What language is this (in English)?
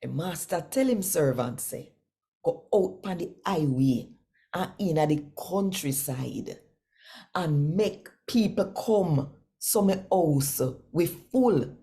Jamaican Creole English